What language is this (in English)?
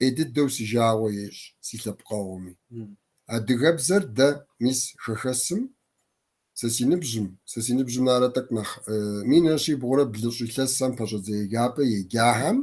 Kabardian